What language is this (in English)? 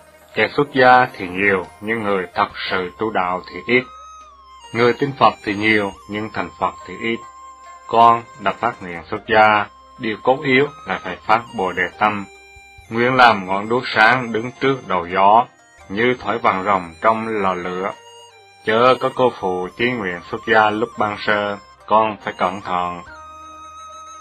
Vietnamese